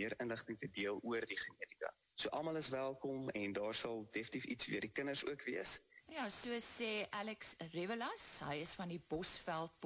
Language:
Afrikaans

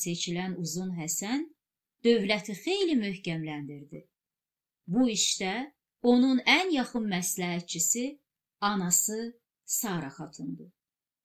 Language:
Azerbaijani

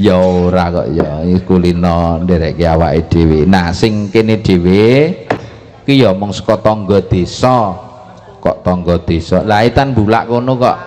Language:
Javanese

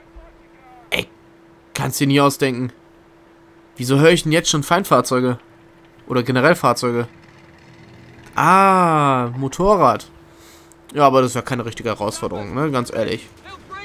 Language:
German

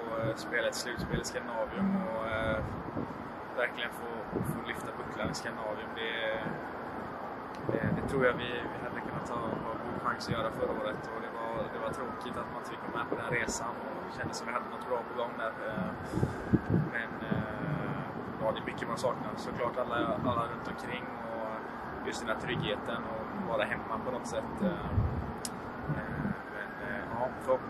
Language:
Swedish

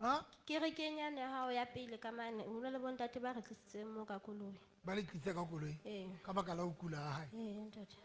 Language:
Southern Sotho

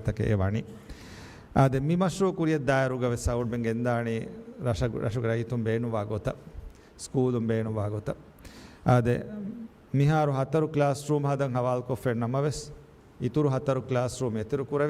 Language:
Divehi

